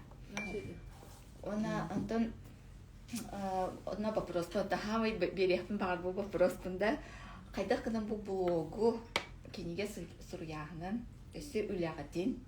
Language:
Yakut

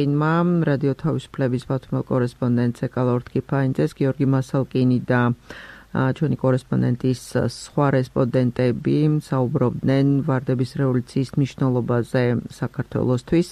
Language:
Georgian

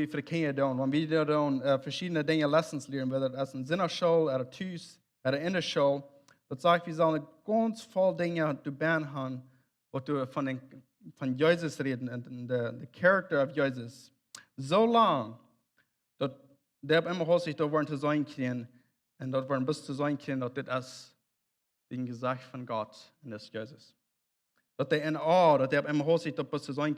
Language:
Plautdietsch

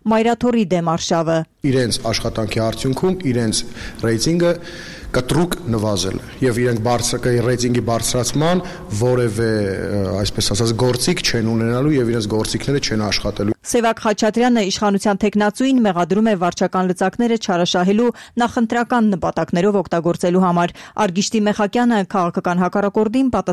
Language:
Armenian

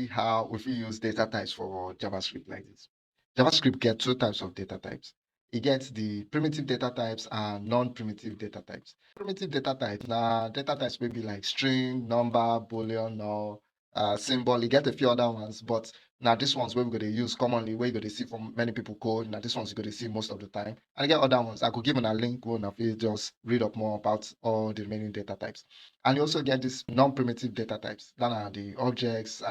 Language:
Nigerian Pidgin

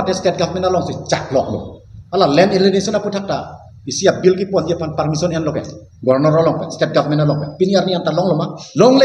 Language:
Karbi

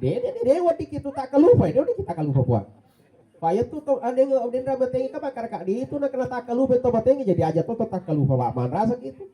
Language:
Buginese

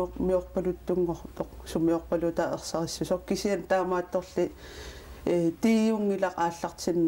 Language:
Kalaallisut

